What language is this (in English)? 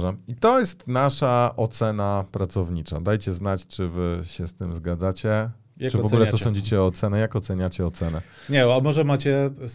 Polish